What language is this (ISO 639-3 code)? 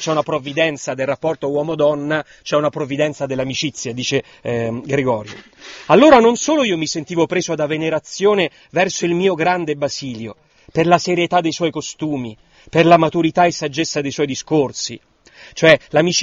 ita